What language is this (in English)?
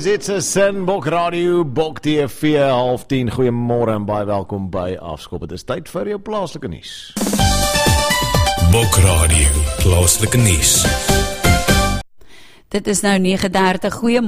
Afrikaans